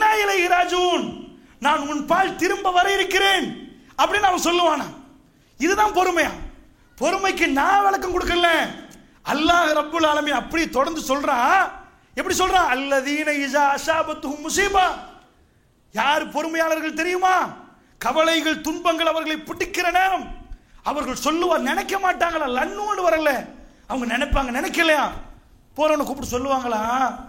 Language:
Tamil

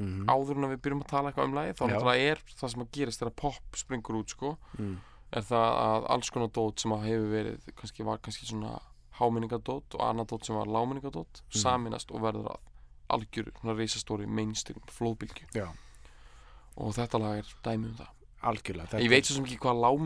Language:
Icelandic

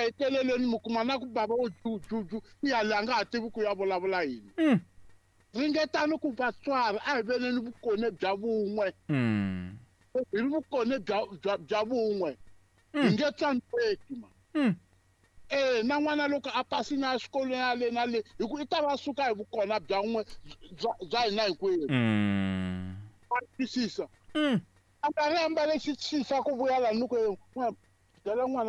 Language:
Tsonga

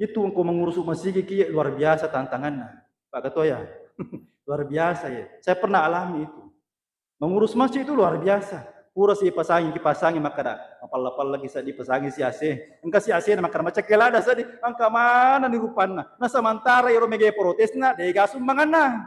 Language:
Buginese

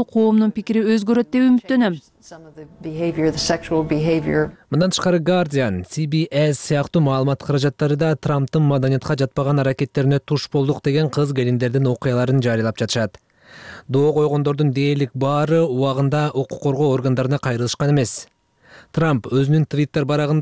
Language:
Kyrgyz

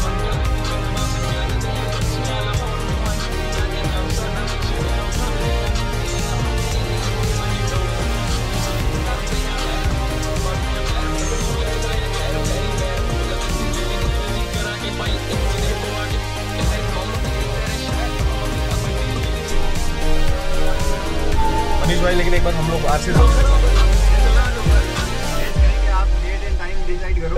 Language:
Hindi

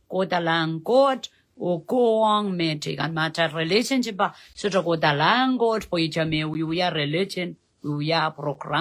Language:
Pohnpeian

